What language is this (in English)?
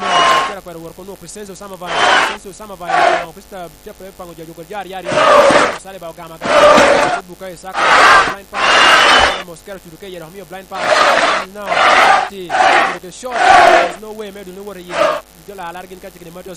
Lango (Uganda)